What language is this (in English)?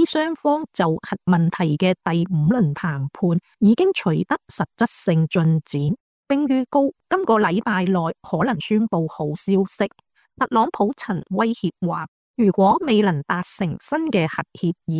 Cantonese